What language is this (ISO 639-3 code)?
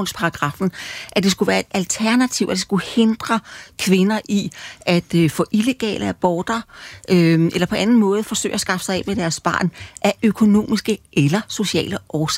dan